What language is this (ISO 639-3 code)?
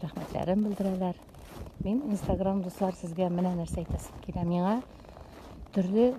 tat